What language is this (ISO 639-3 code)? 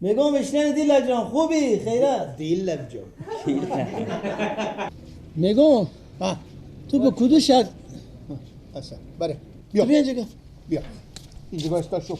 fas